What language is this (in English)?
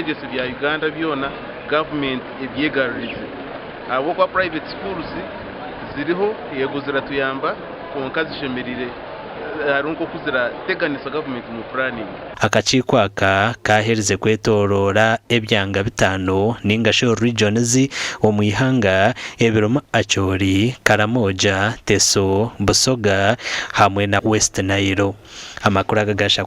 Nyankole